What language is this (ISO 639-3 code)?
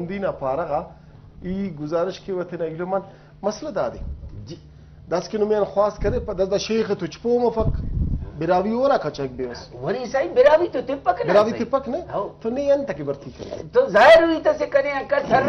brh